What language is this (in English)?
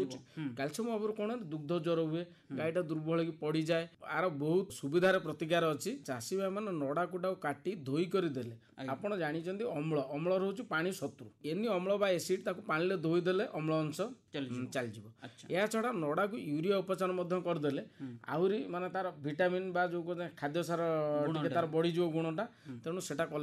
Odia